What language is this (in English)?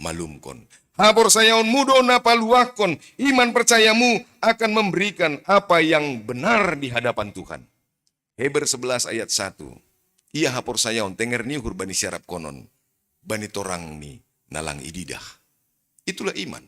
Batak Simalungun